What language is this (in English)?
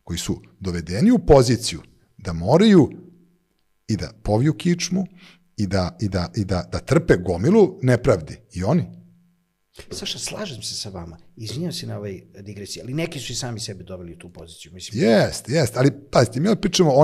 Serbian